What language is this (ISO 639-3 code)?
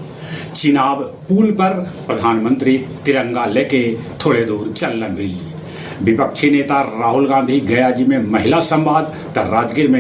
mag